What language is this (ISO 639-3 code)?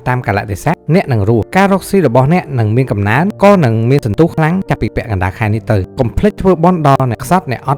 khm